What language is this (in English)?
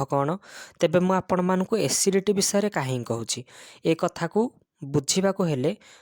Odia